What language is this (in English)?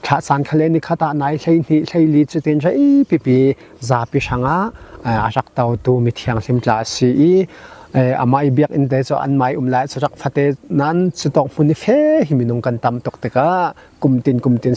Falam Chin